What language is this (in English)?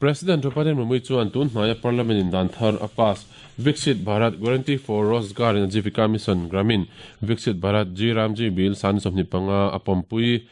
Mizo